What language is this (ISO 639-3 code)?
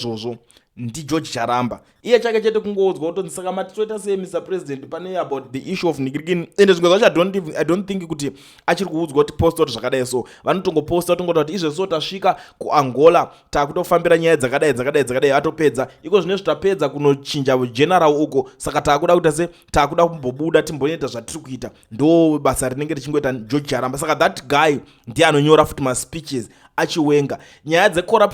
sna